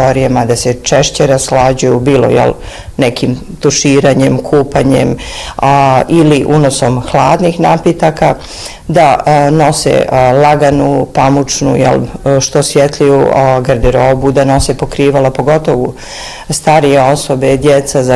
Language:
Bosnian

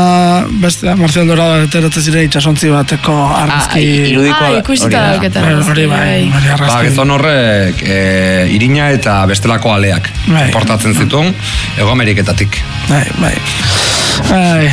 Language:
Basque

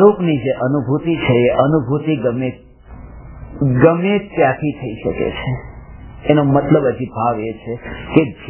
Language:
Gujarati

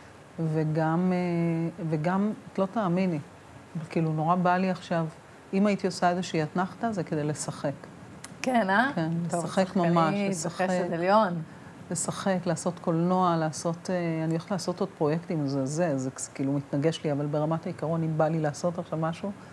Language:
Hebrew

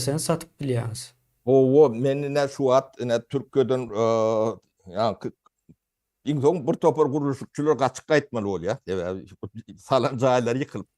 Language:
Turkmen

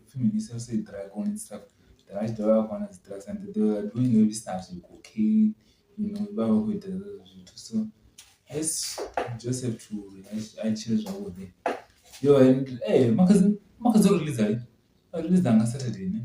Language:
Venda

